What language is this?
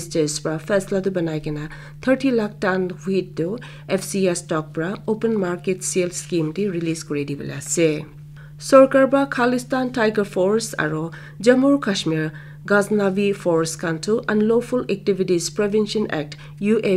Naga Pidgin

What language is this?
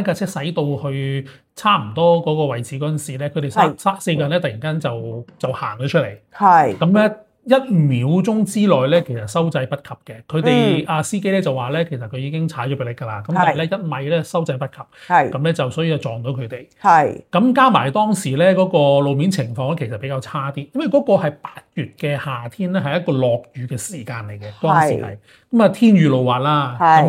Cantonese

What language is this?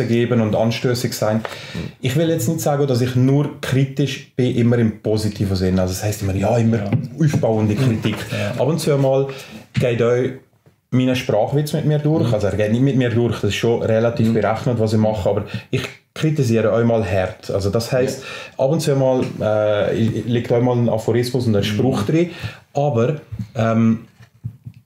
German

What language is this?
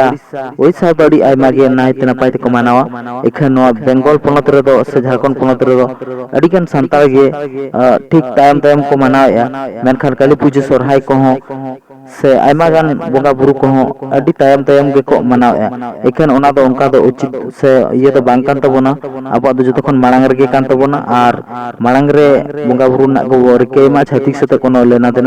Santali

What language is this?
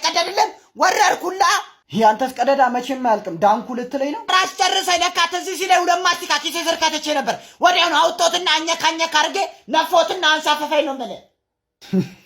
Amharic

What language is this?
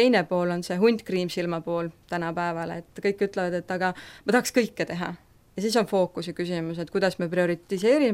Estonian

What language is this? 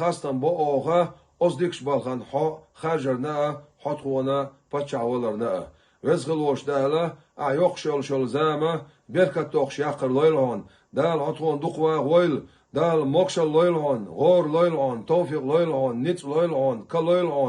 Chechen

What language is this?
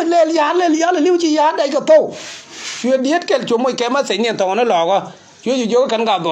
Nuer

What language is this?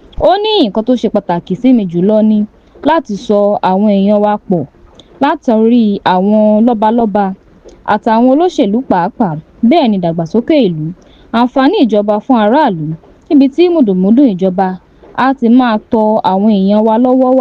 Yoruba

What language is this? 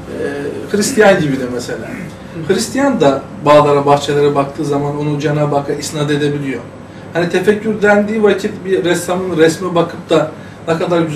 Turkish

